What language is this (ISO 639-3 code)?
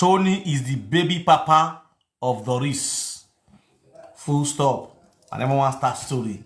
pcm